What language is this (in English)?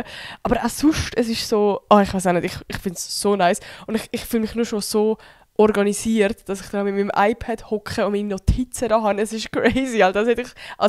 Swiss German